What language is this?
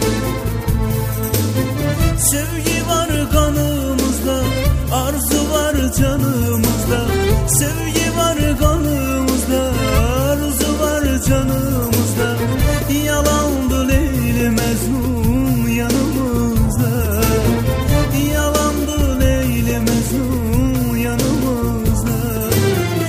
Turkish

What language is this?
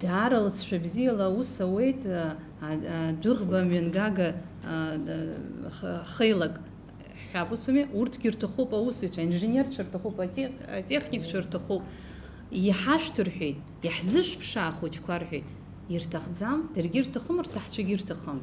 Abkhazian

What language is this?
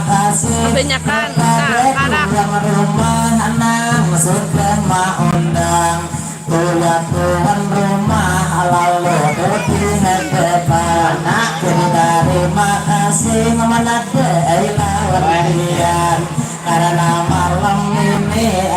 Banjar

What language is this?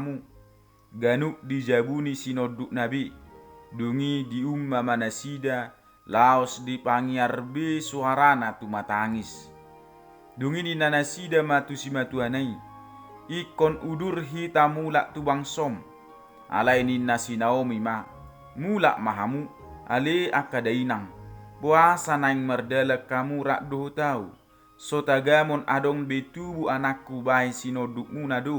Batak Toba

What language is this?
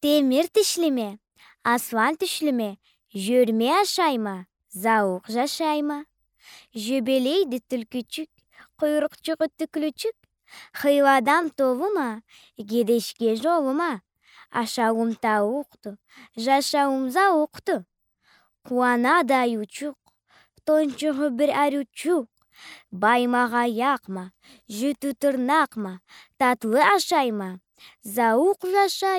Karachay-Balkar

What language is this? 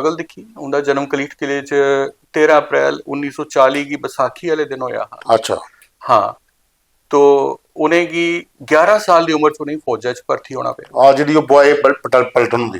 Dogri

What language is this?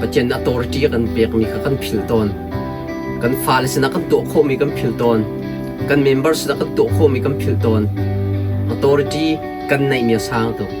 Hakha Chin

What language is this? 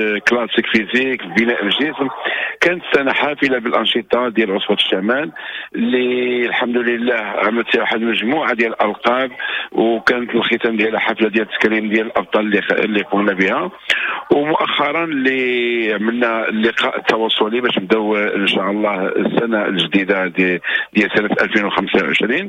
Moroccan Arabic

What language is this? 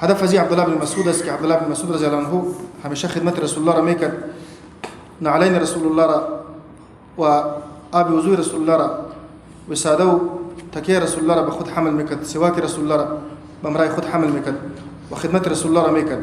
Persian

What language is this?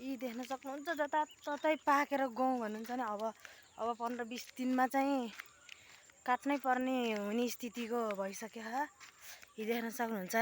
Nepali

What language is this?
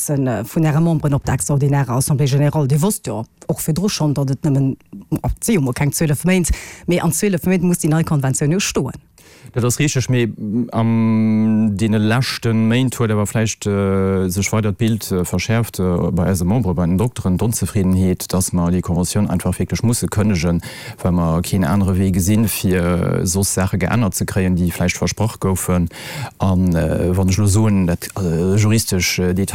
Luxembourgish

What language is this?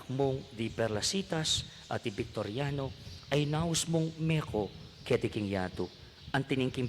Pampanga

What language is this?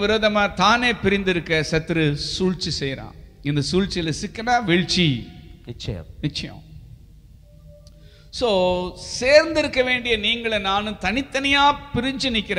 Tamil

